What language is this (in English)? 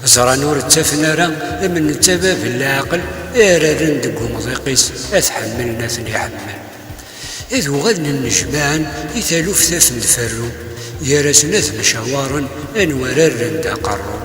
Kabyle